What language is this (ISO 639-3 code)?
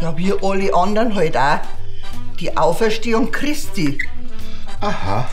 bar